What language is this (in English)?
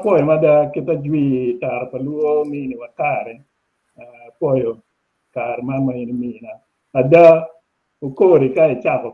Acoli